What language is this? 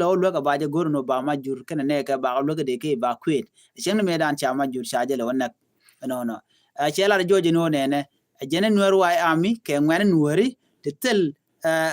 Nuer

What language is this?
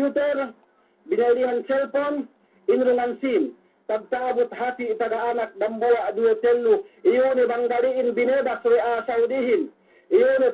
Yakan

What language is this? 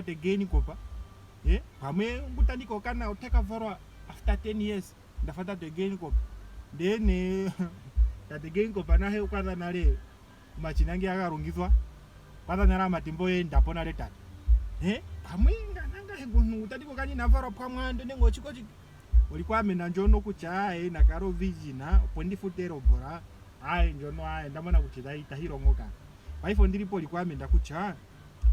Ndonga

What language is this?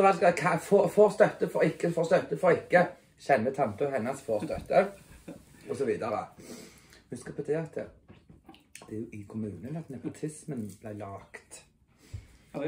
Norwegian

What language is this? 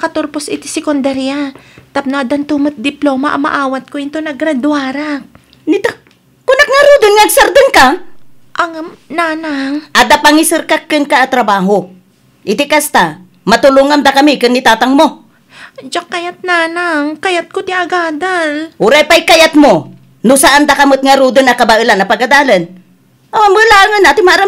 Iloko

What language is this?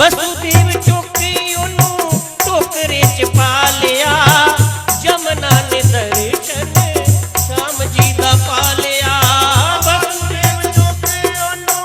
Dogri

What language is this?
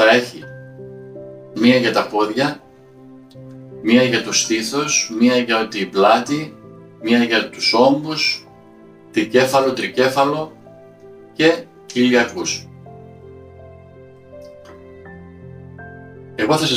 Greek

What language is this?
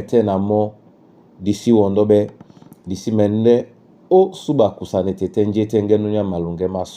Duala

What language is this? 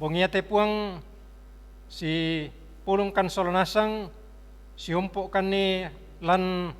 Toraja-Sa'dan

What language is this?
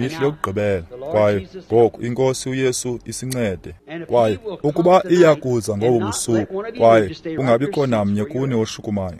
Xhosa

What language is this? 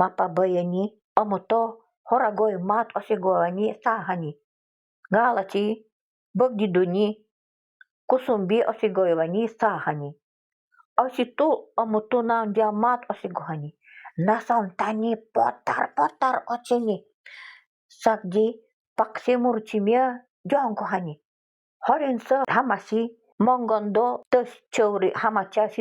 Nanai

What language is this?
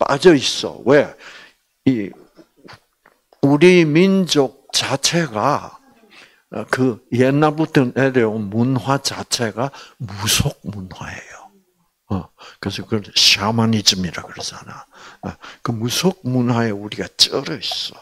Korean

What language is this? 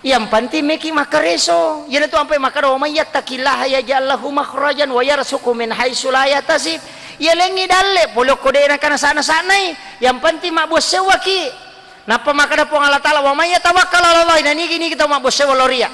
Buginese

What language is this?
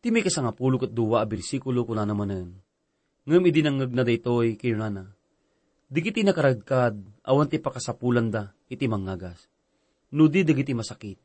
Iloko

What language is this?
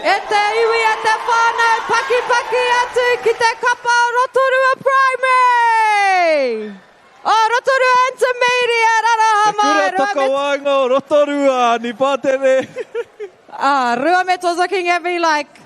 Māori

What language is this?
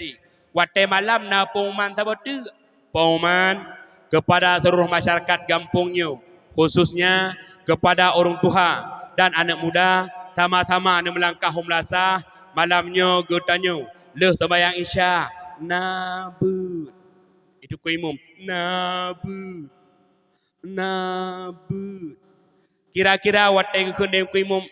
Achinese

